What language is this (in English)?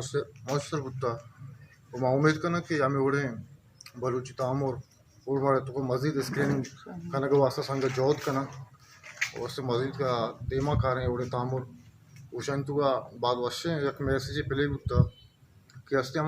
Baluchi